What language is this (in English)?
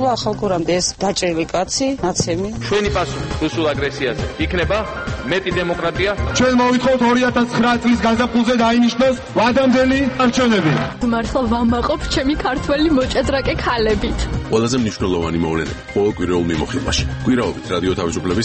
Georgian